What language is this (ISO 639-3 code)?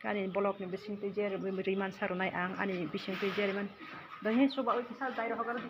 trp